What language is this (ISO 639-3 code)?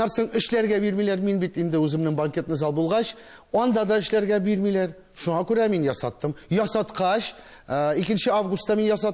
tat